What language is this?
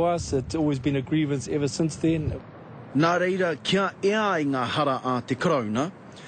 Māori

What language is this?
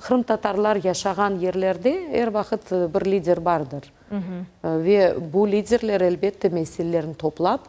Crimean Tatar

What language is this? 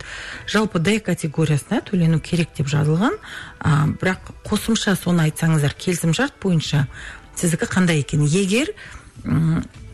Kazakh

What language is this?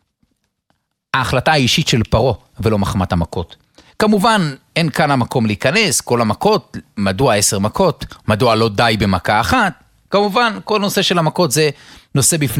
Hebrew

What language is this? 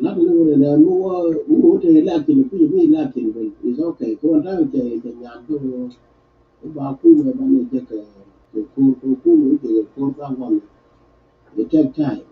Nuer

